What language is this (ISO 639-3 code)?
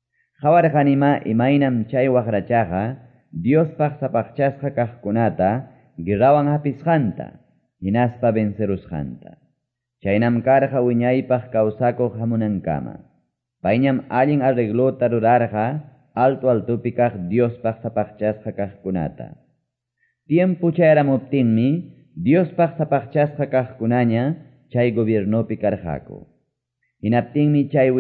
que